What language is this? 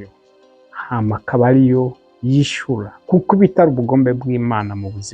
Rundi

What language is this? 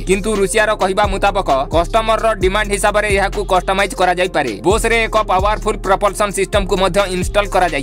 Odia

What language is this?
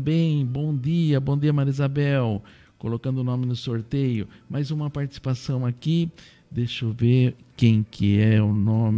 Portuguese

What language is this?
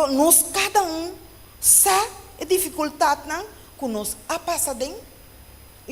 Papiamento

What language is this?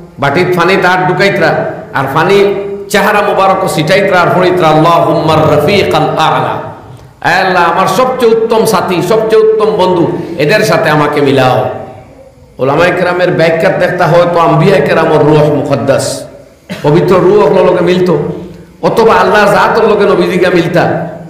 Sylheti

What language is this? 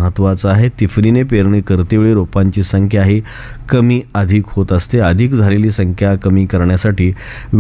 Marathi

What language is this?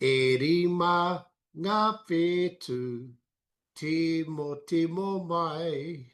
Māori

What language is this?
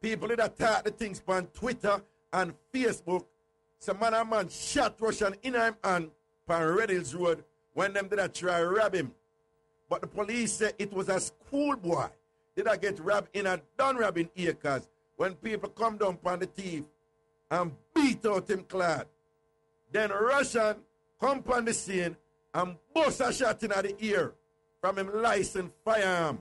Jamaican Creole English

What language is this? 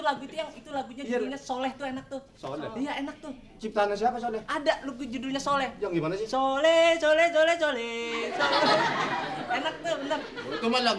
Betawi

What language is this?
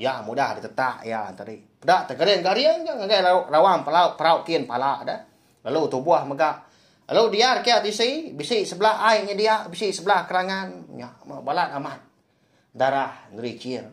Iban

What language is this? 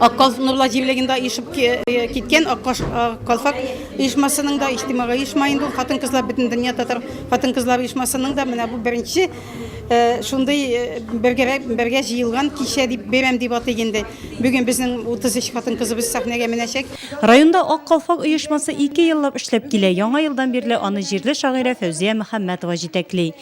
Tatar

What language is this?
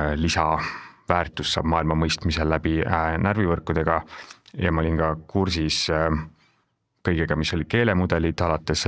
Estonian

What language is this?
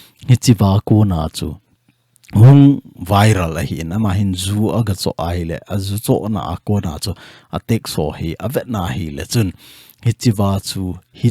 Thado Chin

